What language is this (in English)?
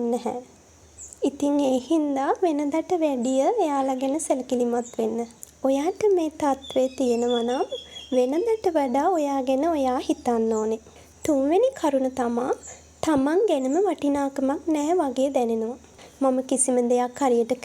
Sinhala